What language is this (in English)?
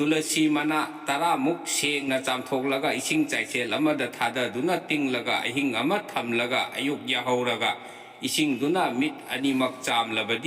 Manipuri